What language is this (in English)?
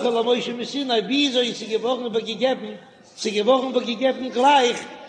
Yiddish